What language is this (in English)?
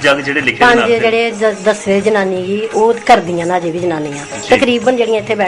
Dogri